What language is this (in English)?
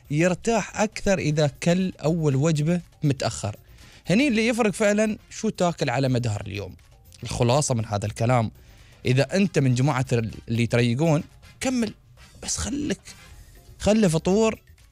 Gulf Arabic